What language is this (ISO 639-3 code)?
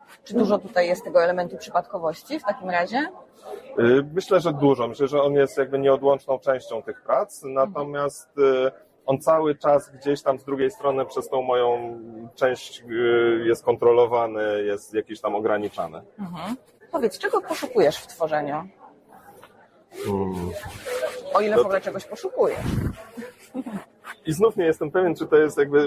pol